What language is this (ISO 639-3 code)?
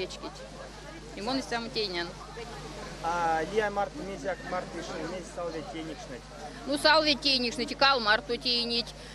myv